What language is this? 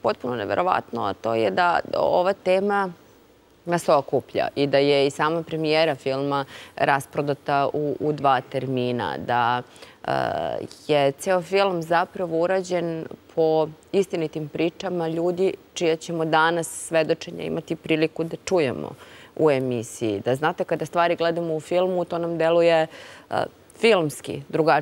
Serbian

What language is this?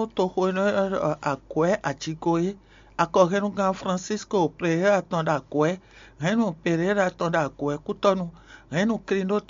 Fon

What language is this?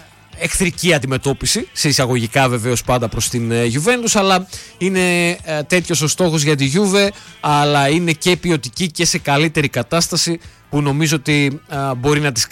Greek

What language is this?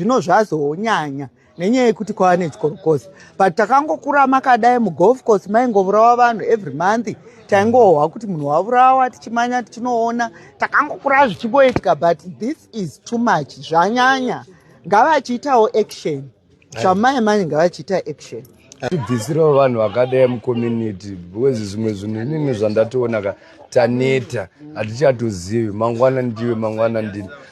Shona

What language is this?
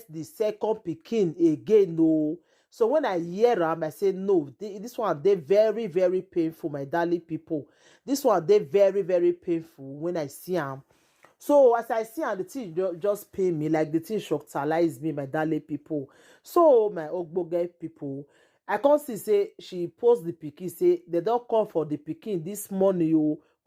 Nigerian Pidgin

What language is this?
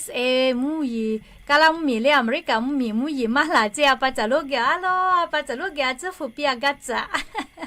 Lahu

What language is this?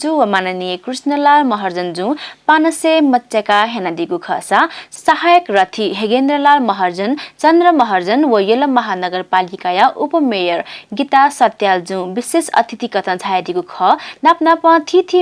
Newari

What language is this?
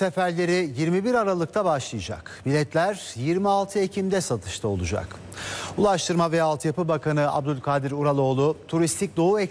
Turkish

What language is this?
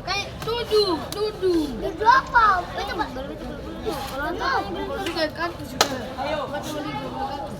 Ambonese Malay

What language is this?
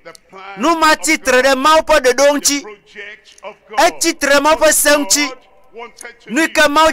Ewe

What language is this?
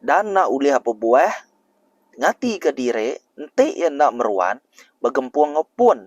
Iban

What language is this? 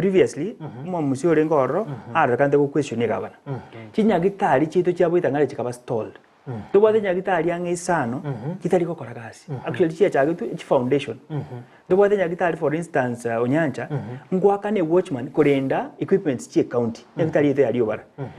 Gusii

